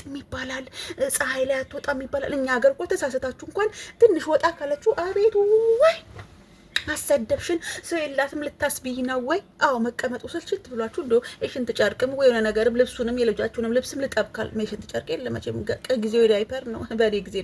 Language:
Amharic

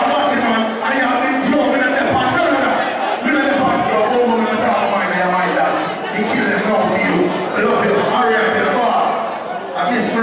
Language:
Jamaican Creole English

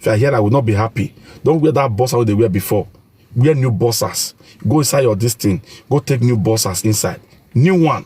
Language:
Nigerian Pidgin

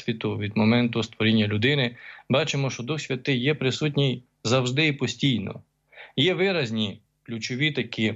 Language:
Ukrainian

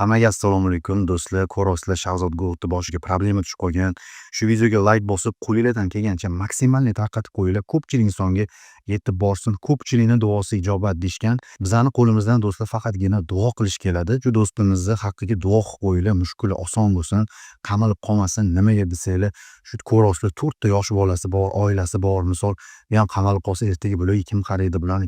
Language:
Uzbek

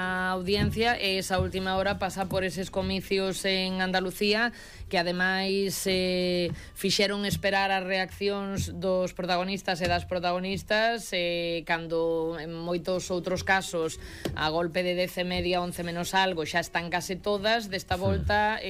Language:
Galician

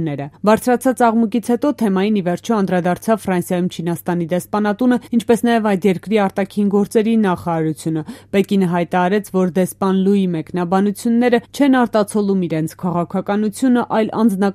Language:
Armenian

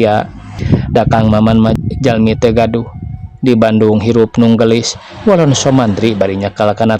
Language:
Sundanese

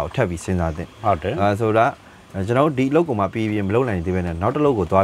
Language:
Burmese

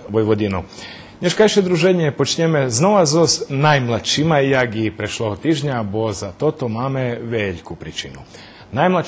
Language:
Rusyn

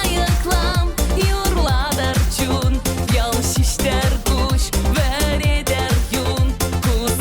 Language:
Chuvash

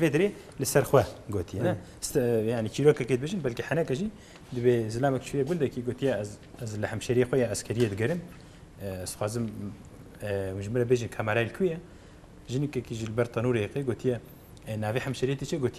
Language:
Kurdish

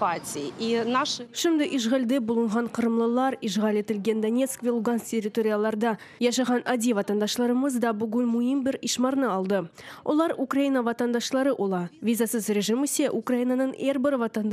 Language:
Crimean Tatar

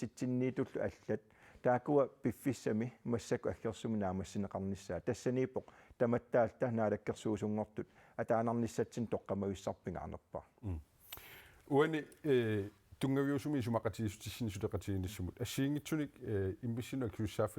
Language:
Kalaallisut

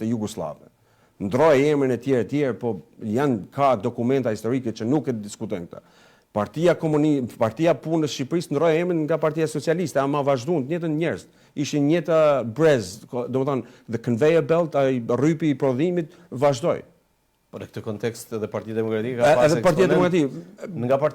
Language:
Albanian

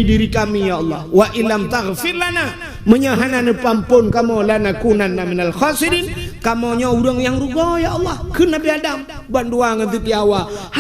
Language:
Achinese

